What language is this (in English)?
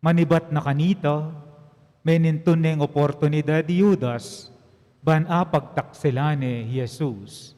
Pampanga